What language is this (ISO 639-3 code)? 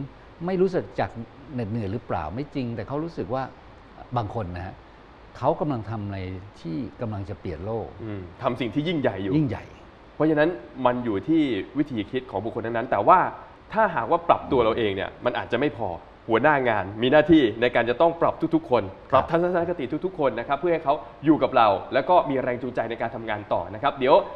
tha